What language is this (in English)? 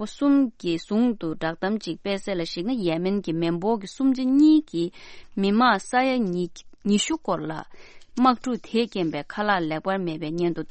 Tibetan